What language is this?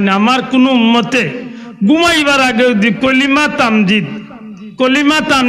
Sylheti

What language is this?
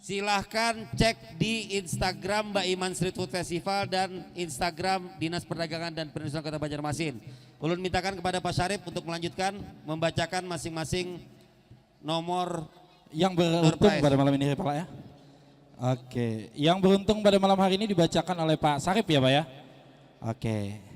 Banjar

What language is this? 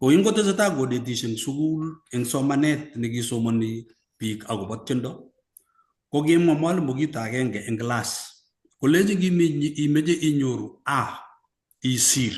Kalenjin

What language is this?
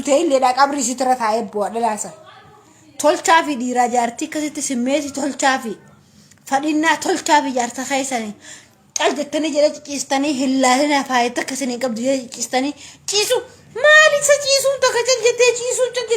Oromo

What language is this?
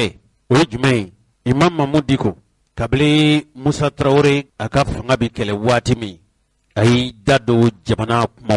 Bambara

